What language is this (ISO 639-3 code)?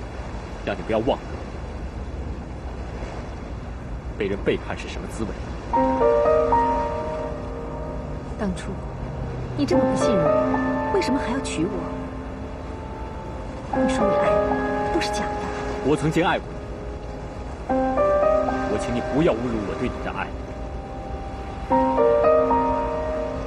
zho